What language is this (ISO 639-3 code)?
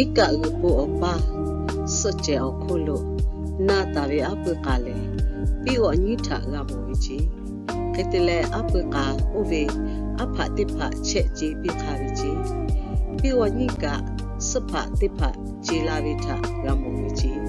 lhu